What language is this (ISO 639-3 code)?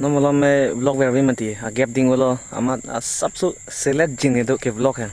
mjw